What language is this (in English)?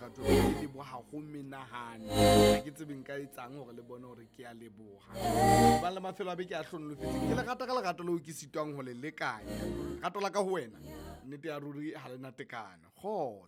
Southern Sotho